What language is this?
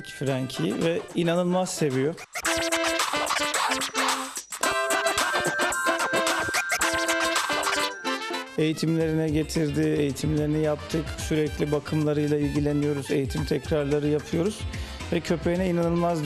Turkish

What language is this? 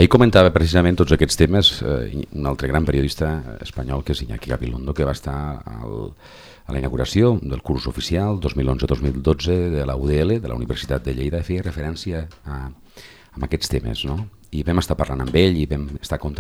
Catalan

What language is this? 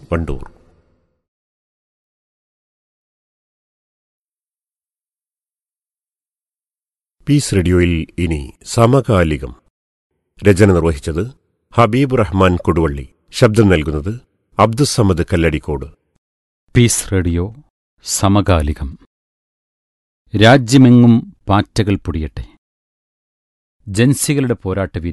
Malayalam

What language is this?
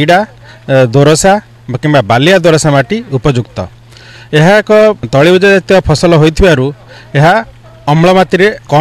Odia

